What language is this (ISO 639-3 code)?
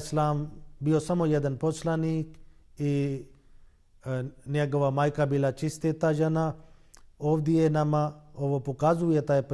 bos